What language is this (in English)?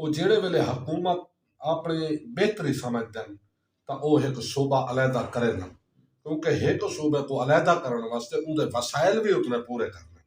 Saraiki